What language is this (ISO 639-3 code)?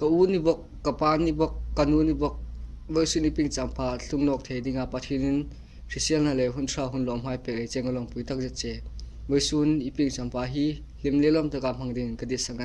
hmr